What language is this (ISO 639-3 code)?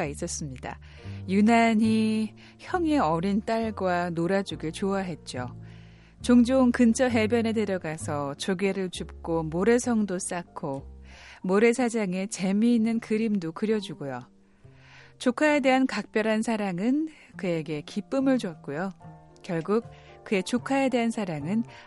kor